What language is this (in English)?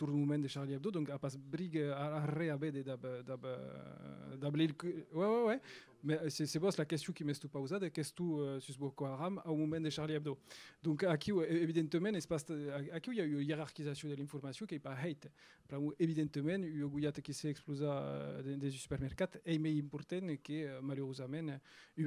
Occitan